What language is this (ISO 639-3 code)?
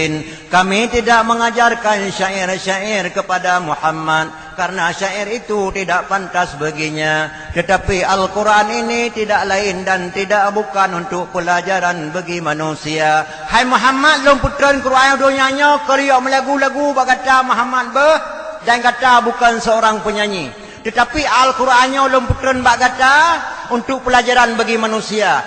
ace